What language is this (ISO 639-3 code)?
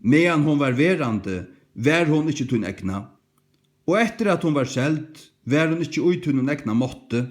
fao